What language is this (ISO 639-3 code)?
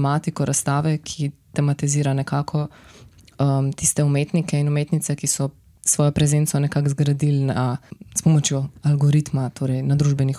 slv